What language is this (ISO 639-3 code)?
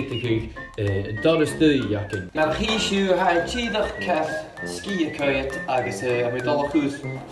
gla